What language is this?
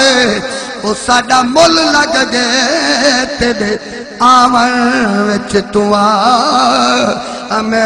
Saraiki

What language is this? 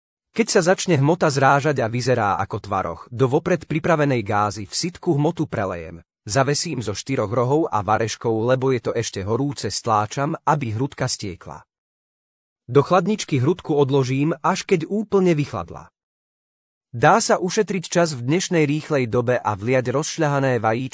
Slovak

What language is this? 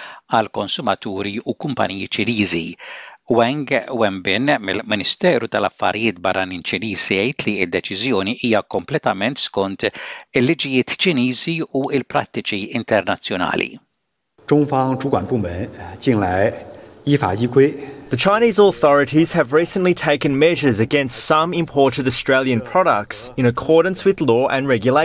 Maltese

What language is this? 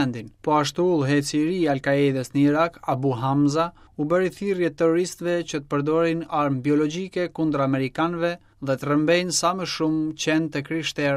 Albanian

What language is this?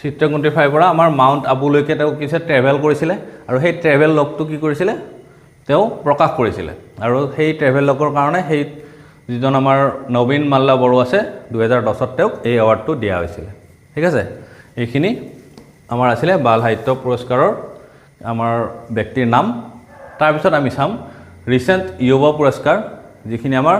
Assamese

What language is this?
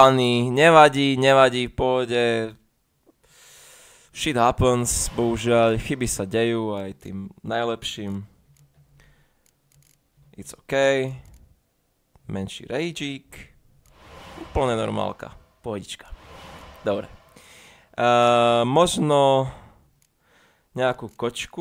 Slovak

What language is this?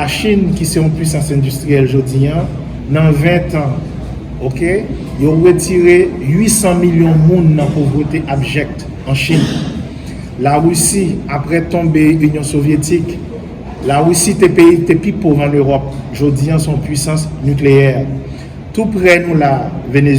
Haitian Creole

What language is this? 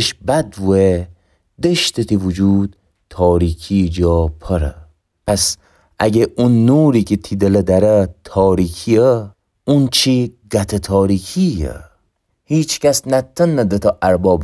Gilaki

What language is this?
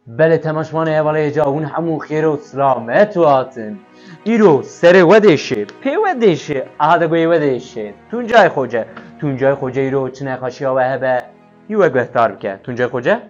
Kurdish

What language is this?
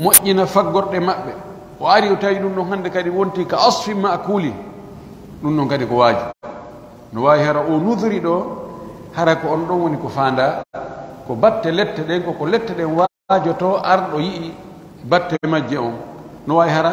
Pular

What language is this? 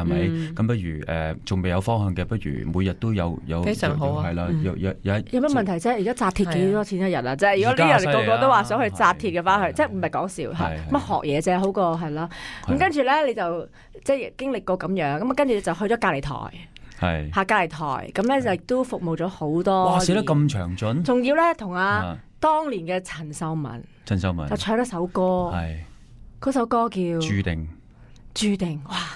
Cantonese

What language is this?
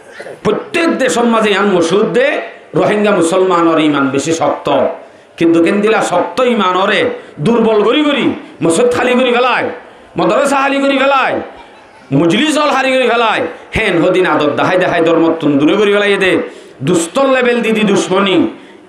Rohingya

